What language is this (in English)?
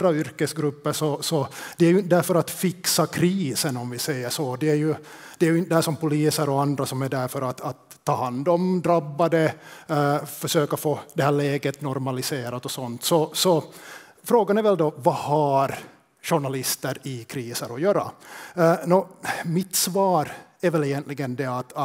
Swedish